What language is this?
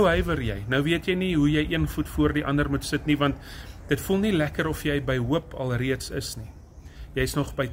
Afrikaans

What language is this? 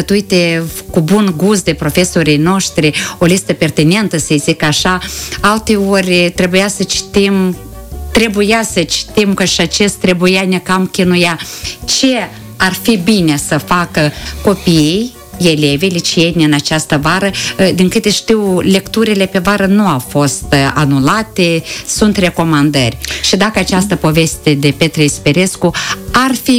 Romanian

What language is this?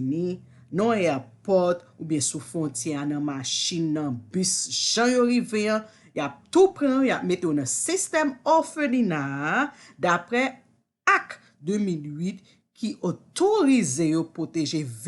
Haitian Creole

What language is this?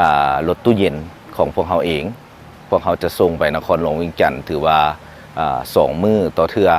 Lao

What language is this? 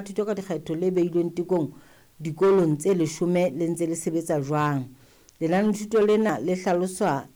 Southern Sotho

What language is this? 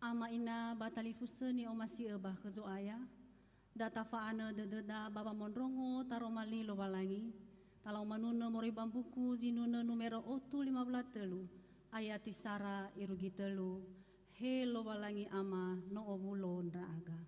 Nias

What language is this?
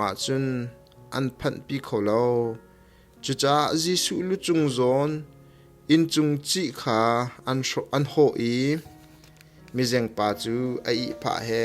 Hakha Chin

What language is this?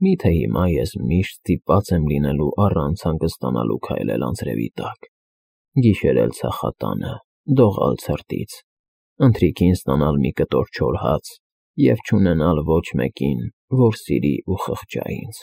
Armenian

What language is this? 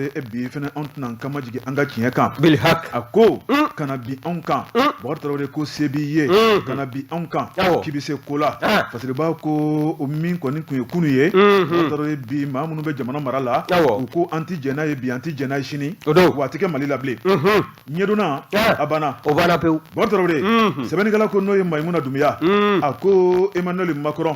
Bambara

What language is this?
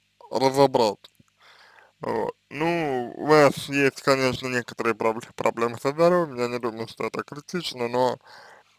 Russian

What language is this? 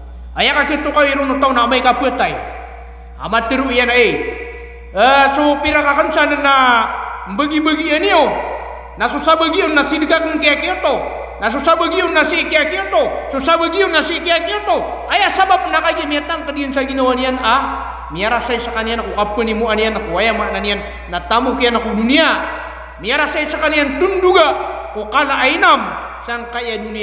Maranao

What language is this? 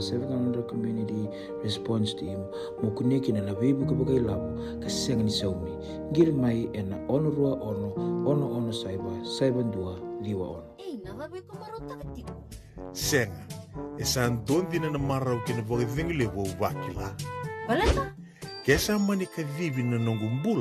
Fijian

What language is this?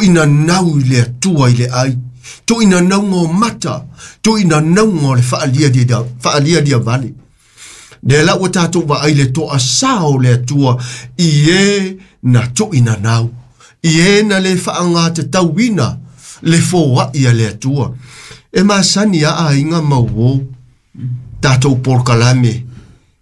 Samoan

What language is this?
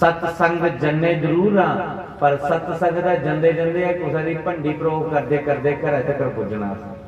Dogri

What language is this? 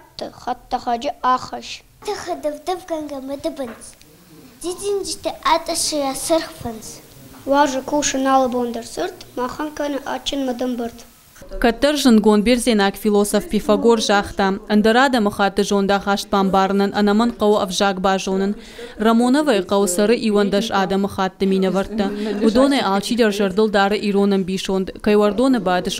Ossetic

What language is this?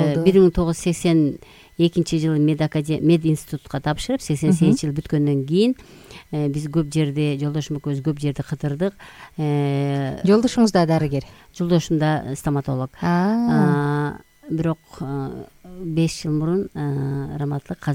Kyrgyz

